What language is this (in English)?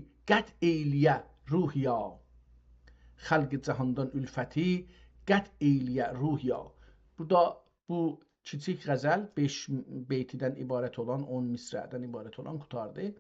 South Azerbaijani